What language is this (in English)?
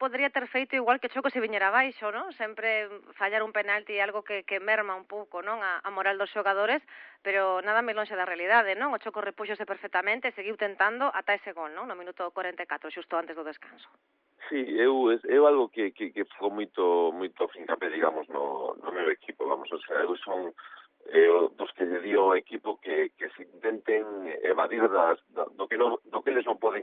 Galician